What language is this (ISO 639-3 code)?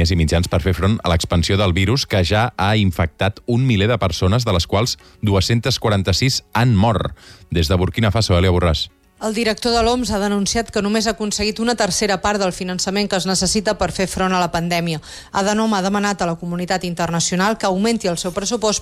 cat